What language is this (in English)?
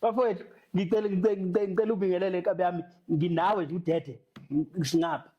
Zulu